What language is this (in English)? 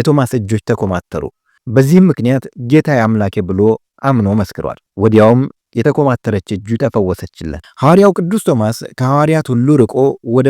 Amharic